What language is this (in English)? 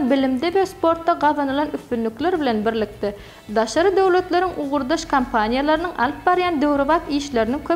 Turkmen